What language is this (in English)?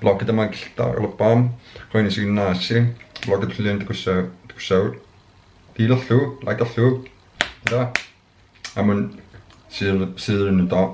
Kalaallisut